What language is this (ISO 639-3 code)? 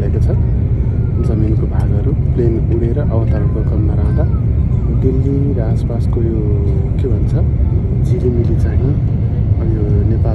nep